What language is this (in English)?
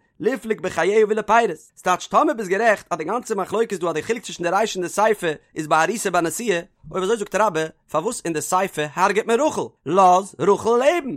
Yiddish